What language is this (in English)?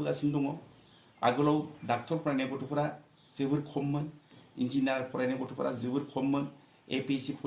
Bodo